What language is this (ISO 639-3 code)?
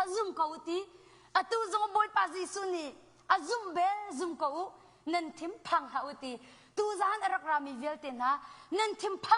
cnh